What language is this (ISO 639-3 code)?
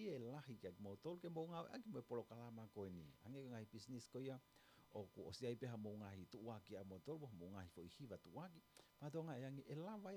ton